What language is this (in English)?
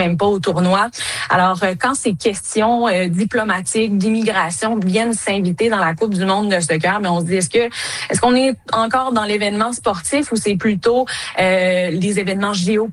French